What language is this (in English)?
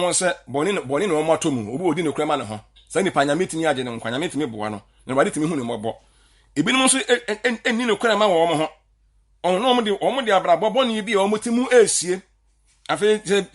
Akan